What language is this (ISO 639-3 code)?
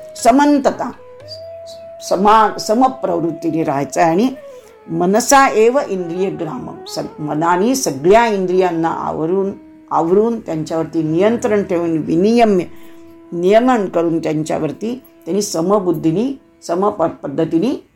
mar